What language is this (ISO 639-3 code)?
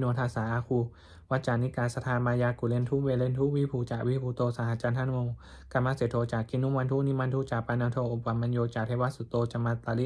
pli